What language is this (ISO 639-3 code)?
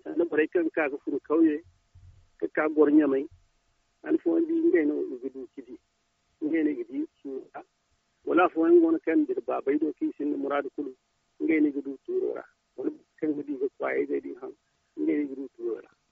dje